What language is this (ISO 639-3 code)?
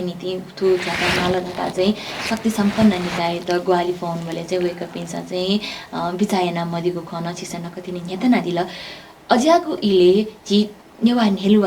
new